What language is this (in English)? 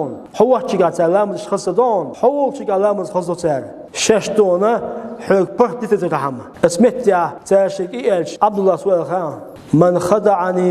Chechen